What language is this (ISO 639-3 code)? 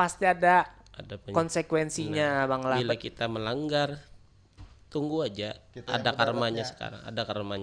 bjn